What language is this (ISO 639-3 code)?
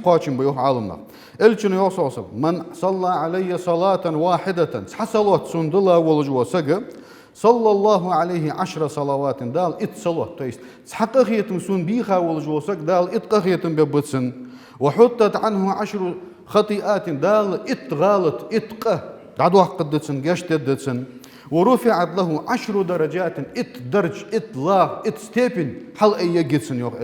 inh